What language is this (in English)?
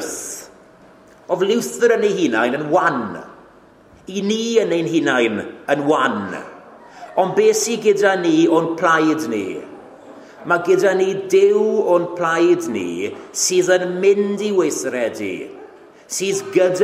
Welsh